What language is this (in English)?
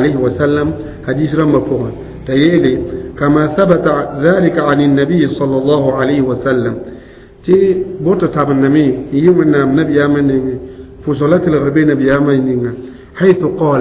Mossi